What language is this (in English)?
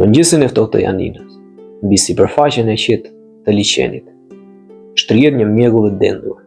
Albanian